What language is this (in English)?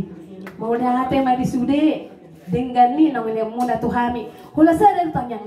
Batak Toba